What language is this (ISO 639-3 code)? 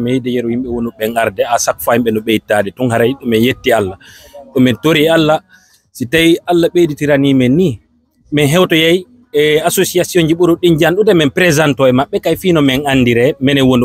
ful